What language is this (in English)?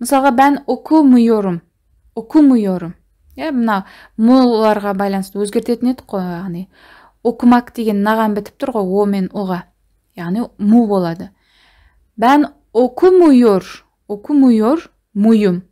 Kazakh